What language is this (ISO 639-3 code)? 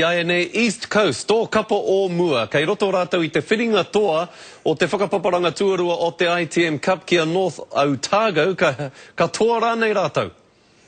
mri